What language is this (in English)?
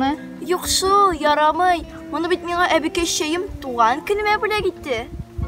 Tatar